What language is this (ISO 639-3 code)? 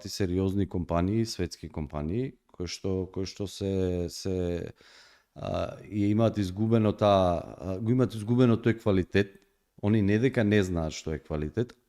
mkd